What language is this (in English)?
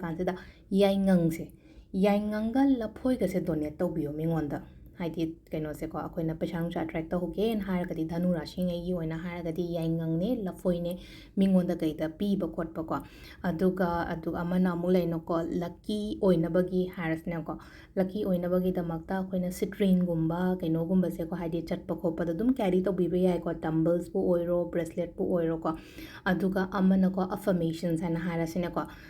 Manipuri